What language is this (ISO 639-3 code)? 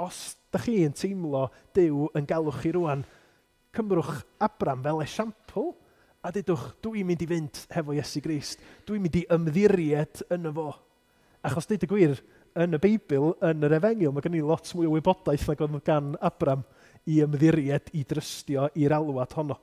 cym